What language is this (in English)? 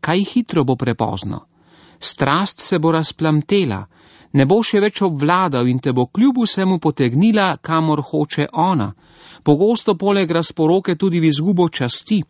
Slovenian